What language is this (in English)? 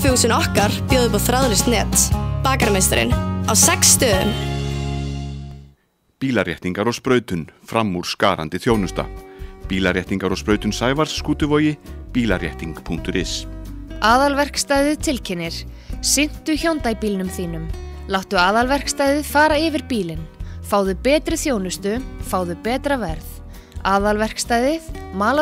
Icelandic